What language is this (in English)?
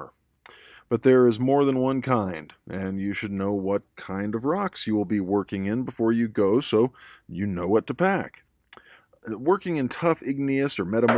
English